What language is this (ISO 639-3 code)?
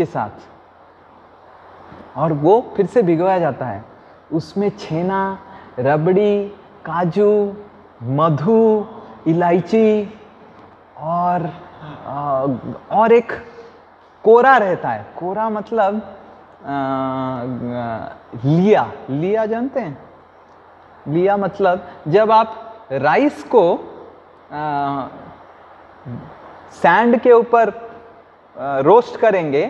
hin